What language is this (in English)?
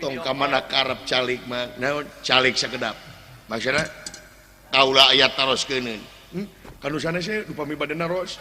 Sundanese